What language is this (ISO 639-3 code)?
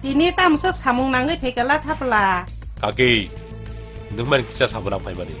trp